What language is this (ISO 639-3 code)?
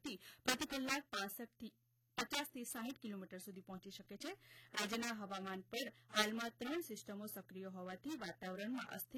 guj